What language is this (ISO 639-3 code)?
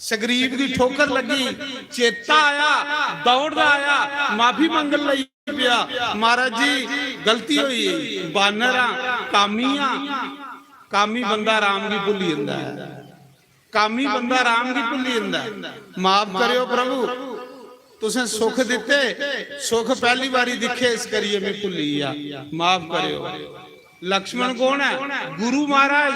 doi